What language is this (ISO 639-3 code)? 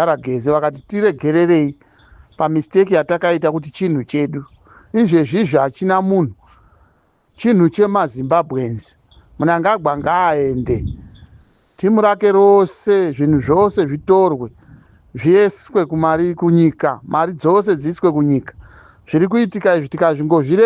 sna